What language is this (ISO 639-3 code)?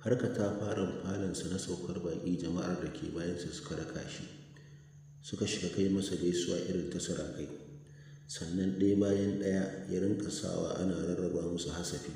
hau